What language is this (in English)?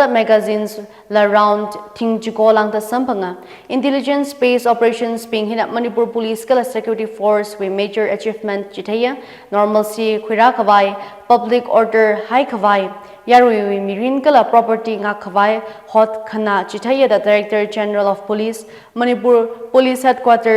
Tangkhul Naga (India)